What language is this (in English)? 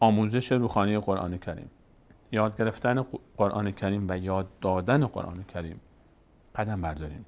Persian